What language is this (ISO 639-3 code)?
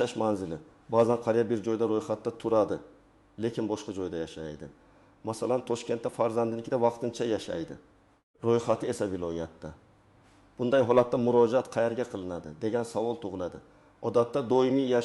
uzb